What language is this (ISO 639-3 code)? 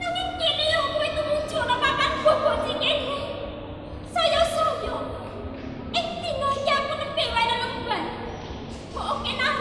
jav